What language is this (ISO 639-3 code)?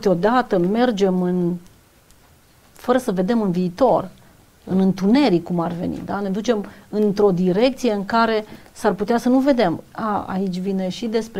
ron